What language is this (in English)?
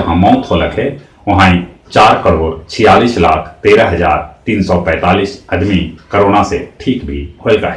Magahi